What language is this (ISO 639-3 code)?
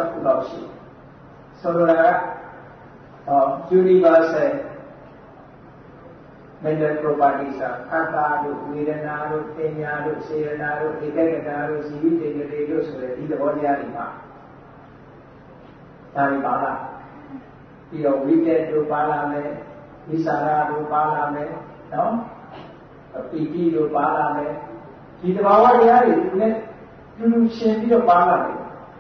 mya